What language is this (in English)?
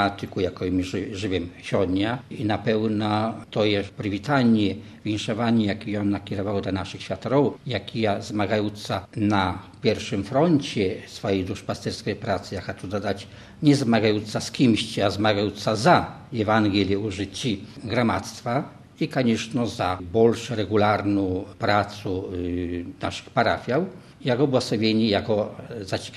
Belarusian